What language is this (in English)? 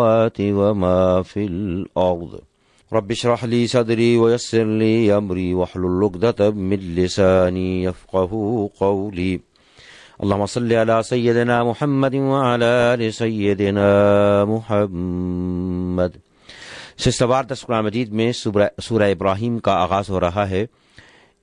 Urdu